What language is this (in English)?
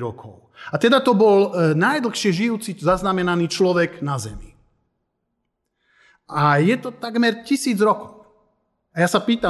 Slovak